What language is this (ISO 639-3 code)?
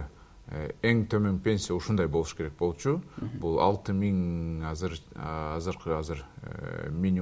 kir